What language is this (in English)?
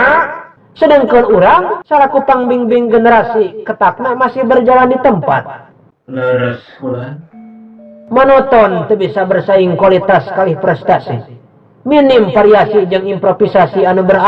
Sundanese